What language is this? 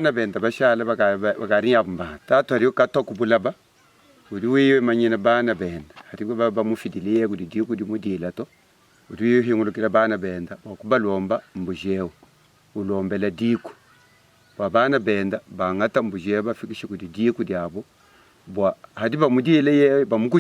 Luba-Lulua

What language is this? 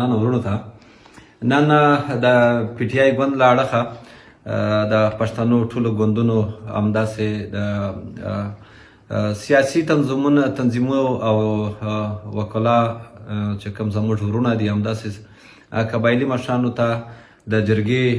Pashto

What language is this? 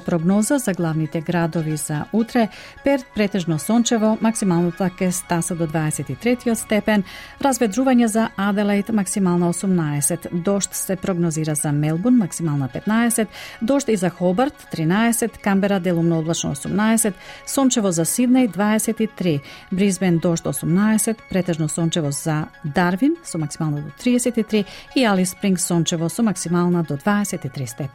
Macedonian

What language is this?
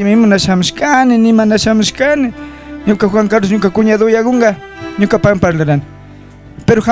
Chimborazo Highland Quichua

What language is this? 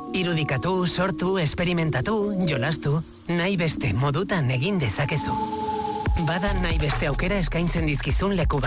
Basque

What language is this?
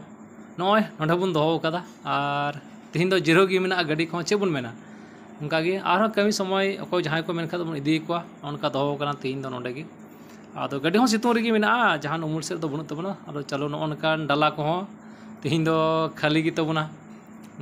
Santali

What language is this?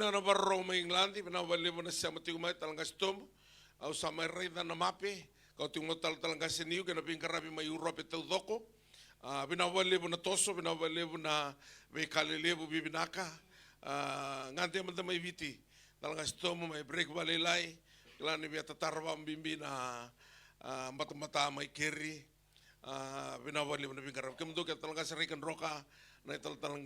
Fijian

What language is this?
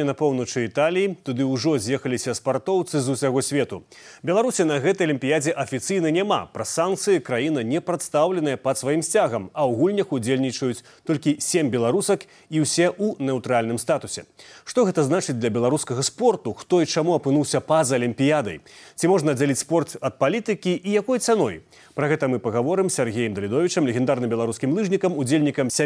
Belarusian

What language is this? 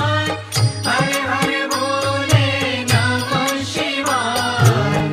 Hindi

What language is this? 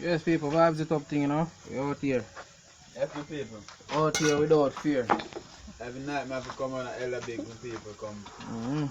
Jamaican Creole English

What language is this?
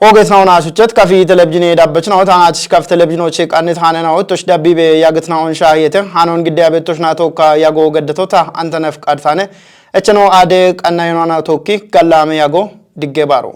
Kafa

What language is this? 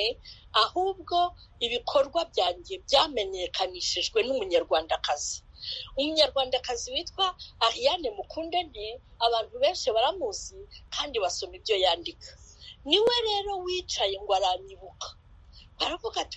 Kinyarwanda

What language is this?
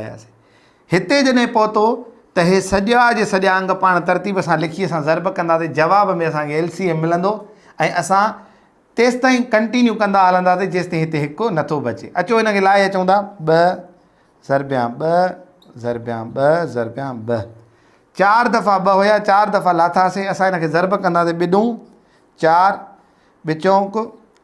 Sindhi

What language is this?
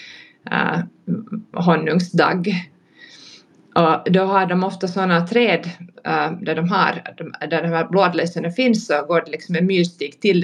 Swedish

